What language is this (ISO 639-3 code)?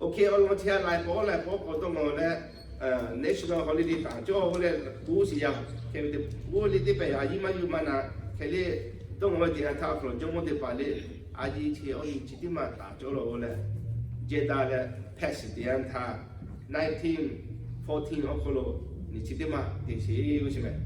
lhu